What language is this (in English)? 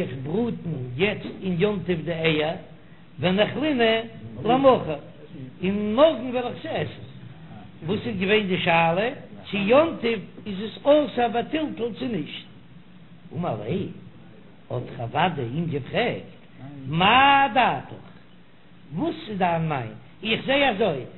Yiddish